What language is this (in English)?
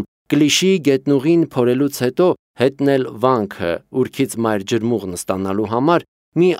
Armenian